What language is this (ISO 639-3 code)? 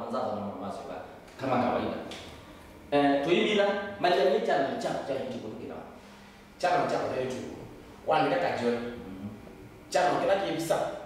kam